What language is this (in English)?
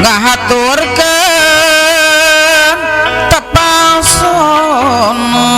Sundanese